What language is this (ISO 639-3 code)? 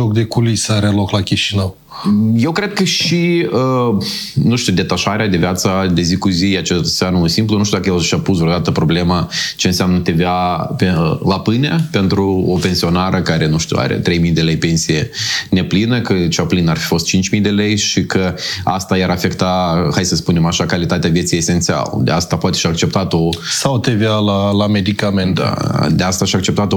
ron